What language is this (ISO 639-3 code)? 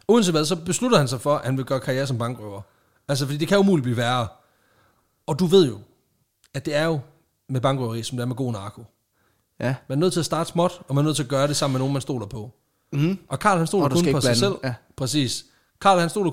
dan